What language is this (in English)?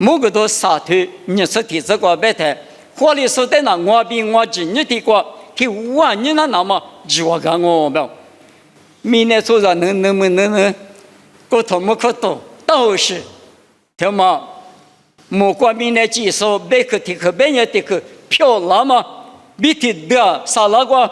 Lisu